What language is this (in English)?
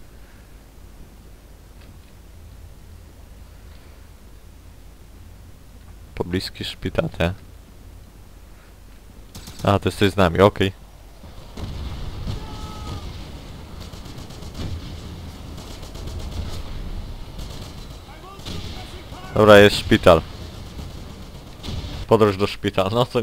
Polish